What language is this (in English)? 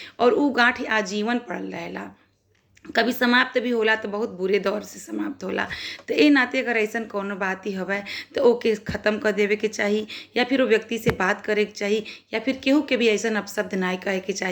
Bhojpuri